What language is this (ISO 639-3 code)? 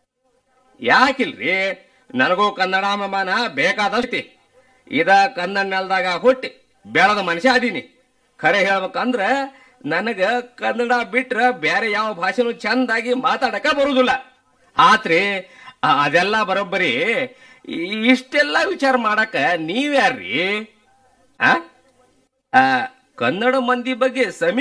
kan